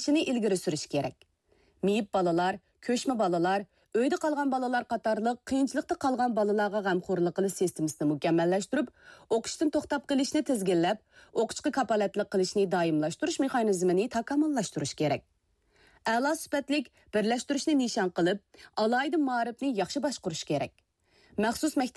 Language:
Uyghur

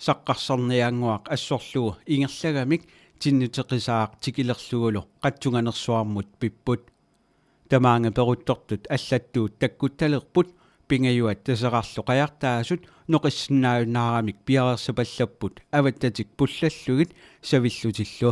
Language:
Kalaallisut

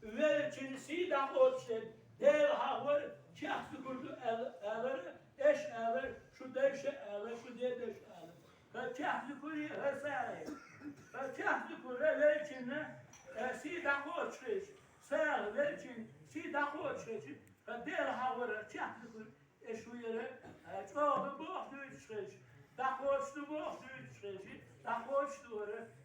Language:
Ingush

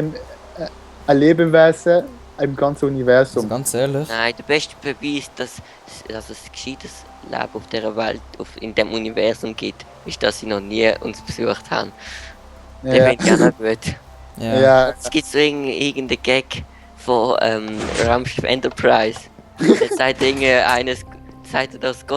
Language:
Swiss German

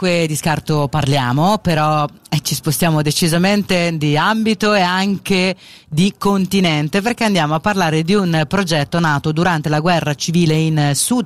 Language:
Italian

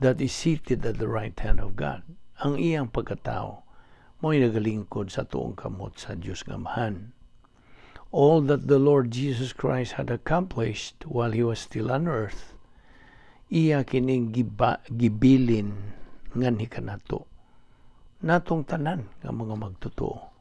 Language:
Cebuano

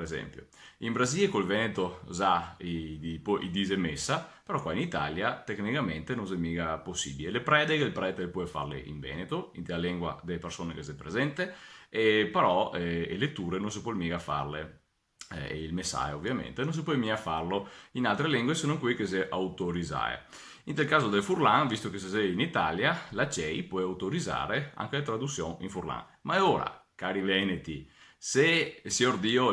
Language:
Venetian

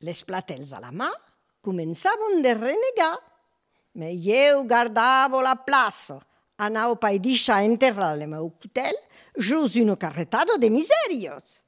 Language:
Occitan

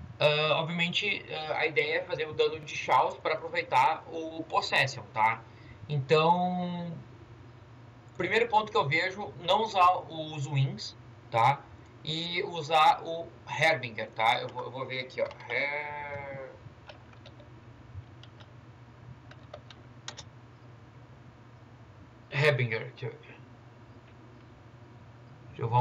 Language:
Portuguese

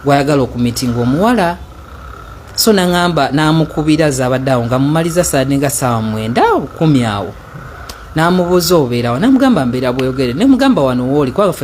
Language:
Ganda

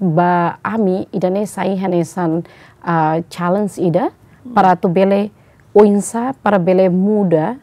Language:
Tetum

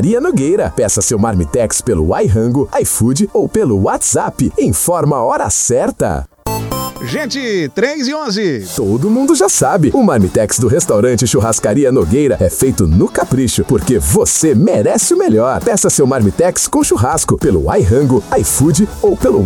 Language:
Portuguese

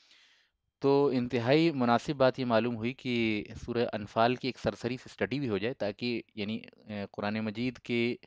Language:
Urdu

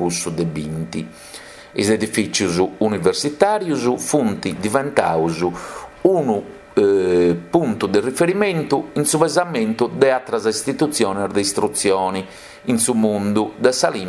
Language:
Sardinian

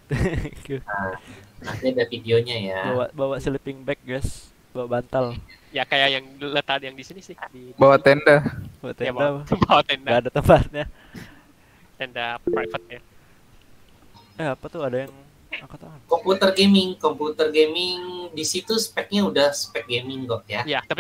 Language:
Indonesian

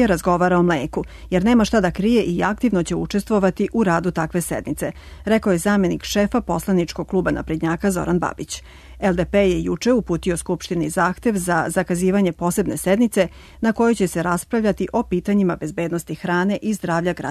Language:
Serbian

